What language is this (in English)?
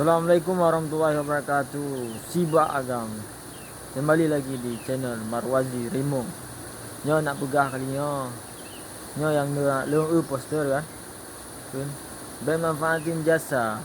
Achinese